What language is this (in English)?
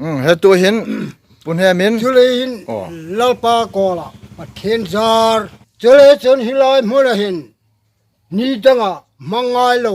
Hmar